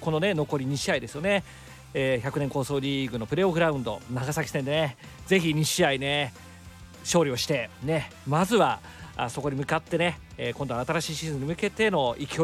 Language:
Japanese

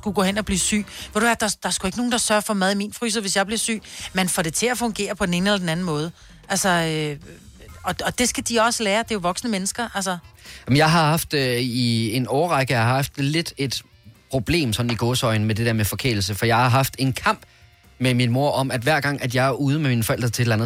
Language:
Danish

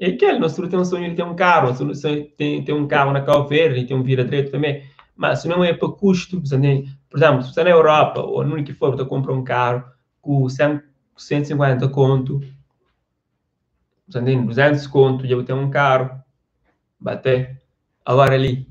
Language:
Kabuverdianu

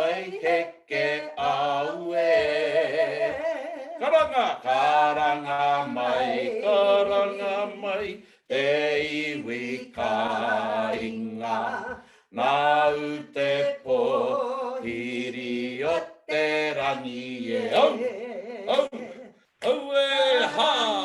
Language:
Māori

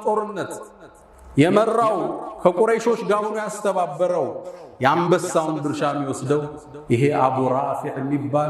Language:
Amharic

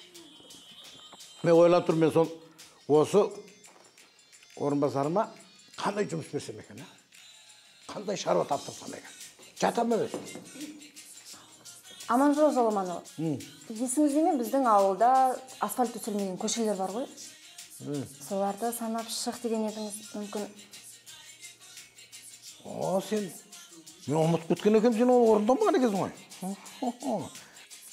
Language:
Kazakh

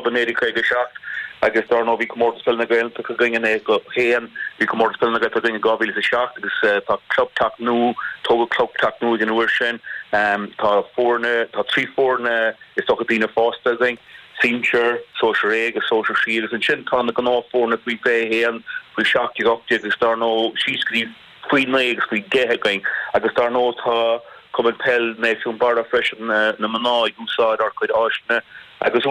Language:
Irish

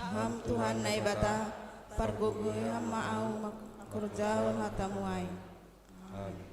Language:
Batak Simalungun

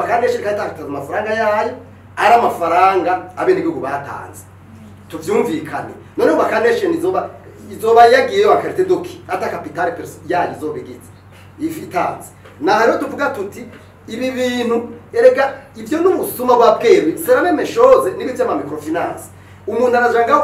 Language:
Rundi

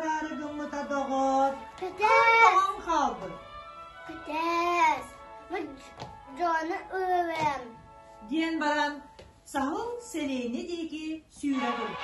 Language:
Yakut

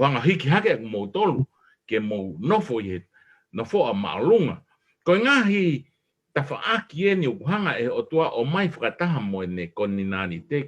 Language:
Tongan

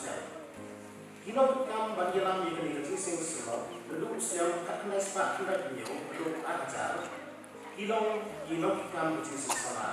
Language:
Khasi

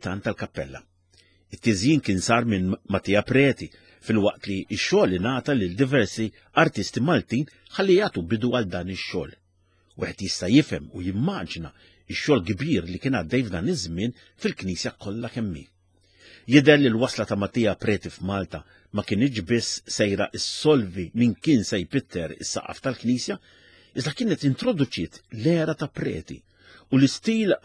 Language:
Maltese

